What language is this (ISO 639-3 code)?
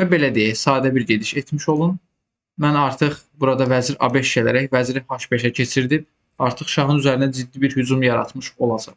aze